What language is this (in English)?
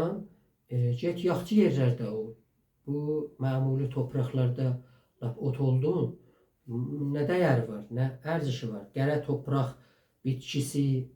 South Azerbaijani